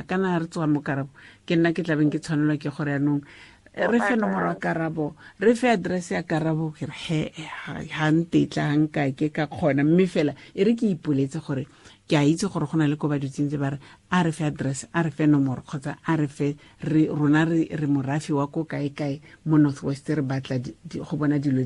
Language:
Tswana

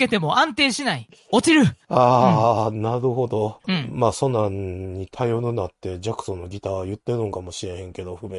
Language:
Japanese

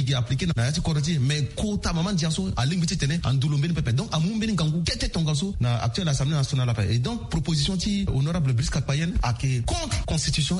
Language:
Sango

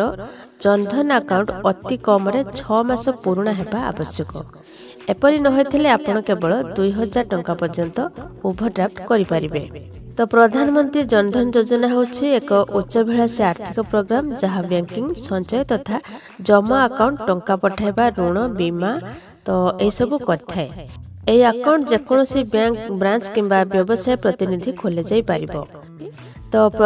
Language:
Odia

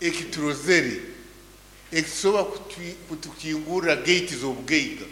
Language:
Nyankole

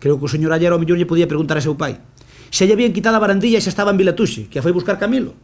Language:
Galician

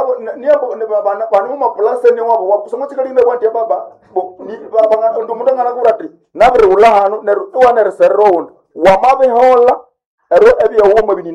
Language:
Nande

